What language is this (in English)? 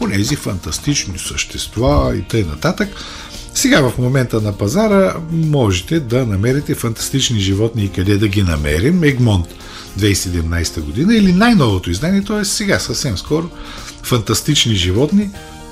Bulgarian